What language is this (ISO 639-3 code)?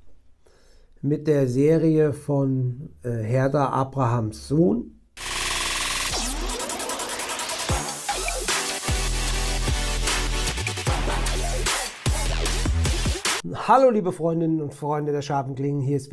deu